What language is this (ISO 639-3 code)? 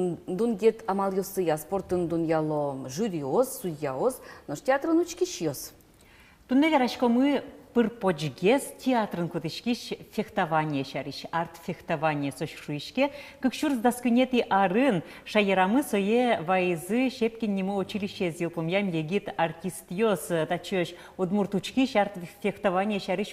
udm